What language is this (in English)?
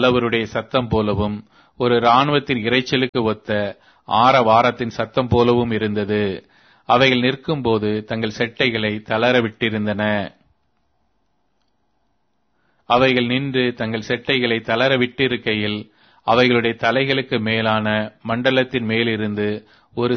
Tamil